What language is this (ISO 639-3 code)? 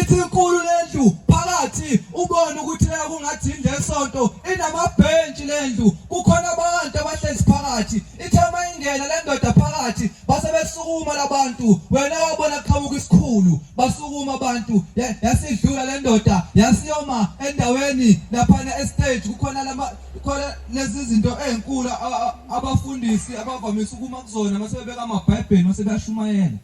zul